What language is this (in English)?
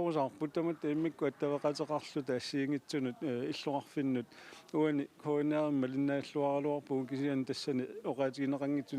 Kalaallisut